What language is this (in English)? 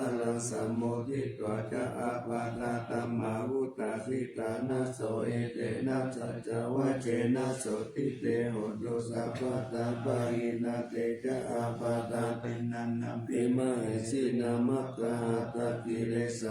Pali